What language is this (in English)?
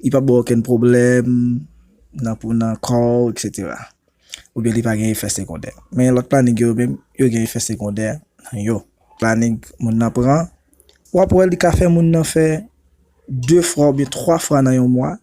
Haitian Creole